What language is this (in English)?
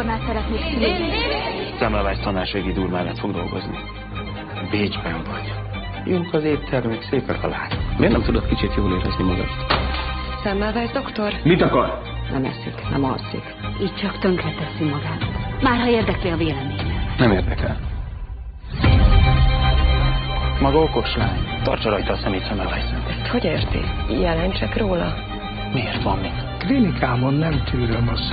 Hungarian